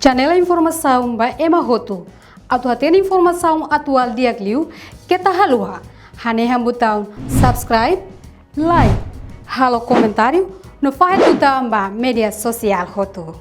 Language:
Tetum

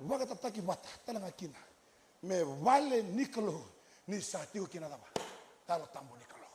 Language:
Fijian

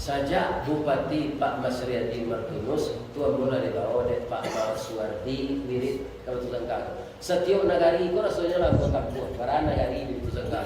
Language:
Minangkabau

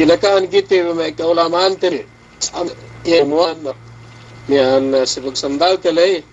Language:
Yakan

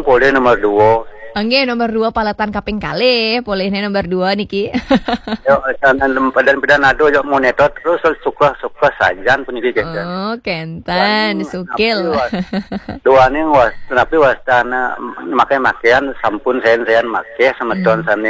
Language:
Balinese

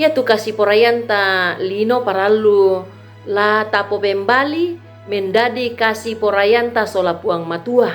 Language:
Toraja-Sa'dan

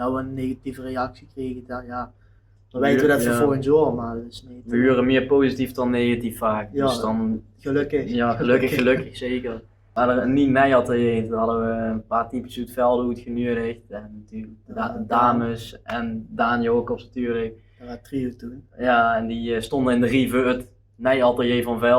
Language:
Limburgish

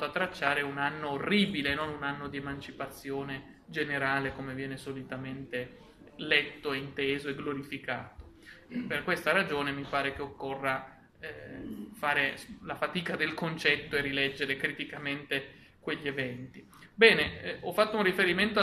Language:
Italian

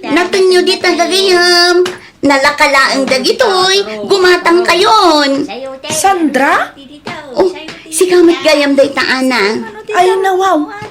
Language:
Iloko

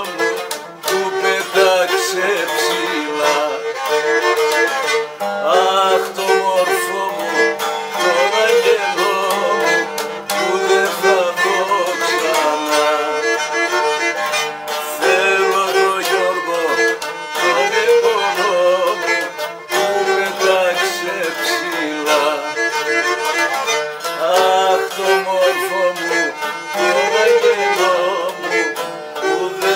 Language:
Greek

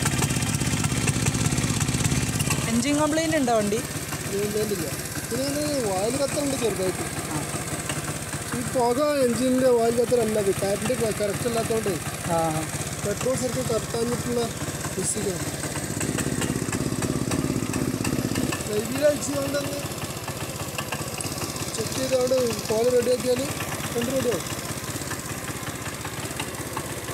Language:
Malayalam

